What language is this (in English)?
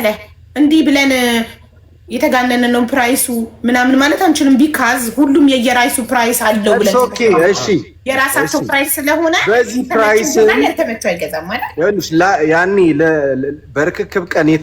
Amharic